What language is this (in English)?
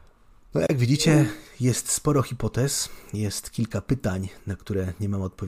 Polish